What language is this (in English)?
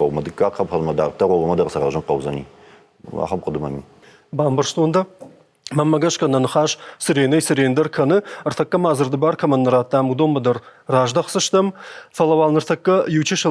Ossetic